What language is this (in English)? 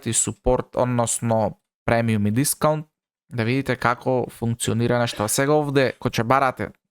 Macedonian